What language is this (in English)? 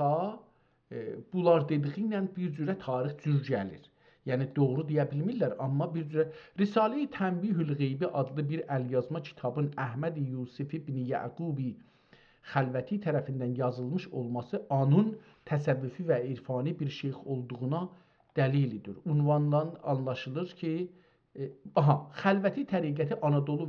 South Azerbaijani